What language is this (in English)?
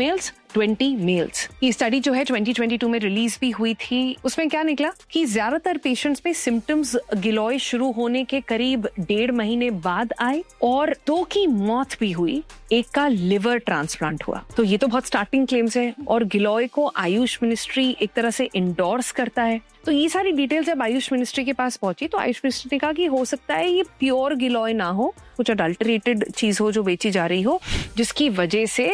Hindi